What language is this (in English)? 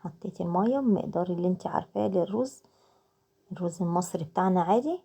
Egyptian Arabic